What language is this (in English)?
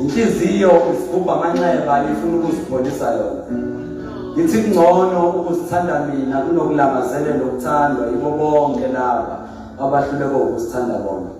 Zulu